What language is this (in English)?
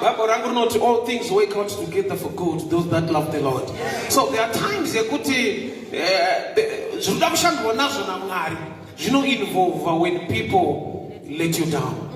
Shona